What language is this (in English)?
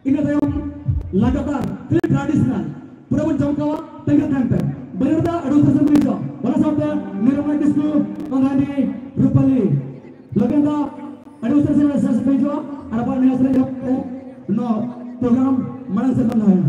Santali